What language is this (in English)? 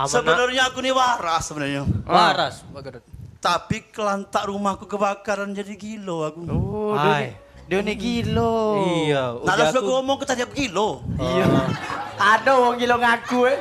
Musi